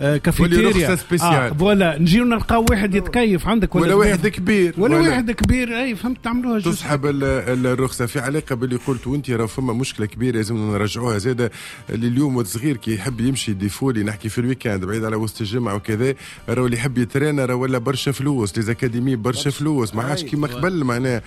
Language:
Tunisian Arabic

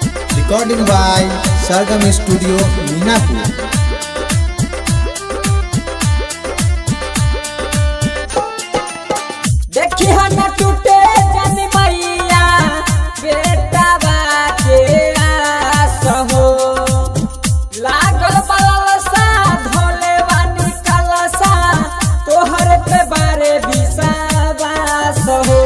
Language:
Bhojpuri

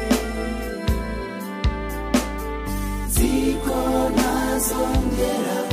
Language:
Kinyarwanda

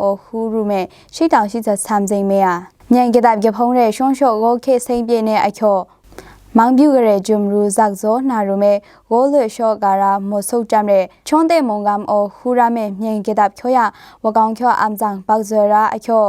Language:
Maru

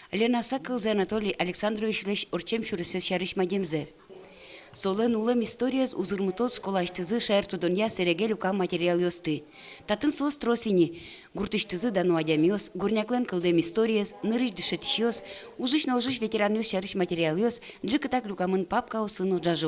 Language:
Udmurt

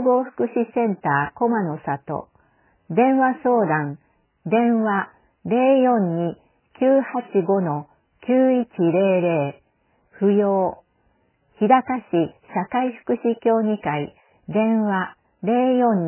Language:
Japanese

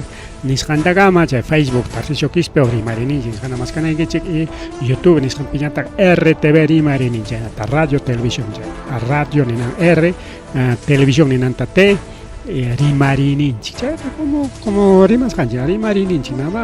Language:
Ayacucho Quechua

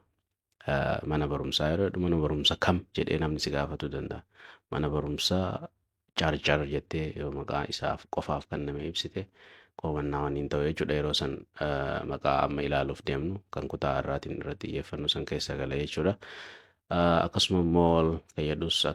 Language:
Oromo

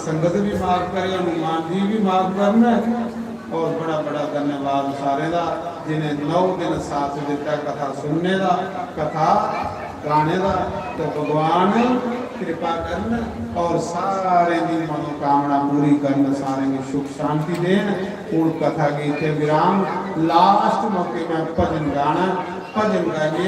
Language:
Dogri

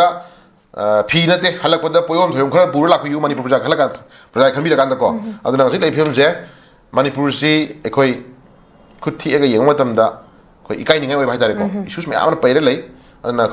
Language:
Manipuri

